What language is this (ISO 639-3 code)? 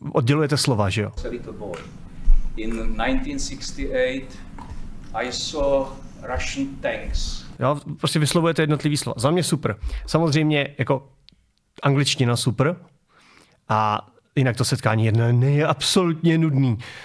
ces